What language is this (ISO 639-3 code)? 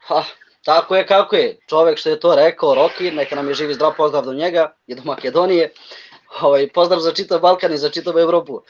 rmn